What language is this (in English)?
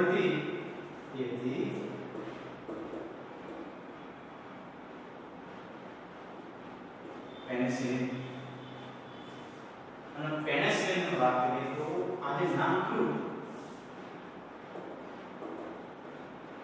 Gujarati